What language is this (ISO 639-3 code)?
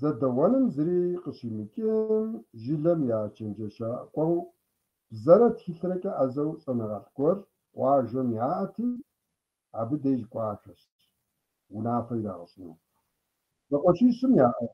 kbd